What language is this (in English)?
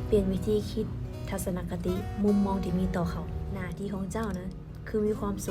Lao